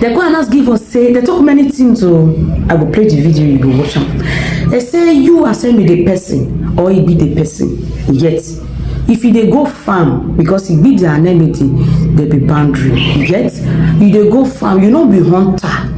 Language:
Nigerian Pidgin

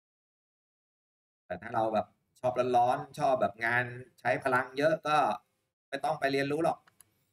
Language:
Thai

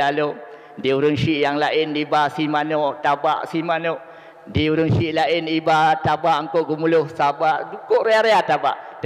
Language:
Achinese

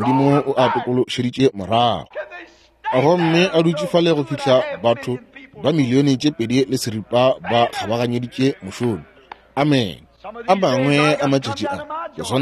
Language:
Northern Sotho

